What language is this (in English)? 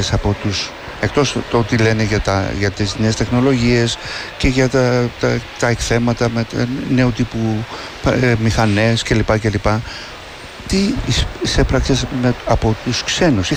Greek